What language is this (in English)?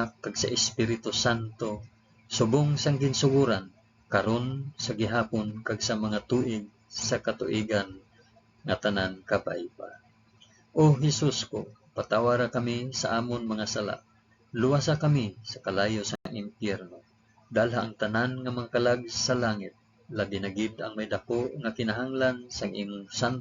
Hiligaynon